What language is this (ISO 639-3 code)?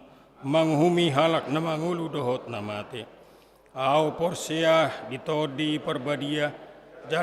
bbc